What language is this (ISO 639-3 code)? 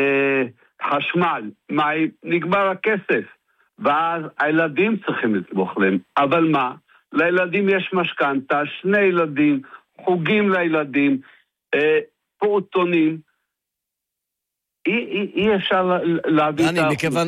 heb